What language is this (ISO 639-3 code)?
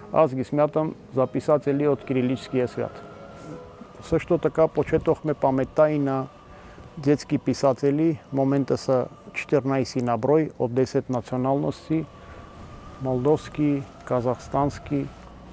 bul